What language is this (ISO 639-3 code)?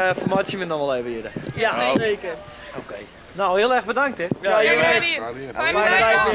fry